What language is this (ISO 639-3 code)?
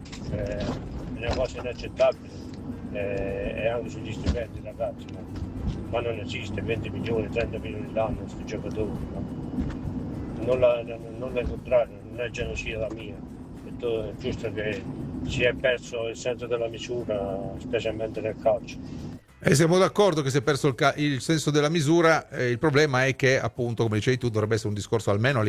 ita